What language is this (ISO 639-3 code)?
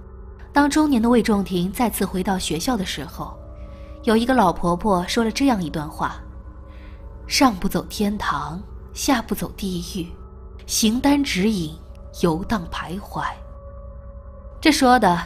zho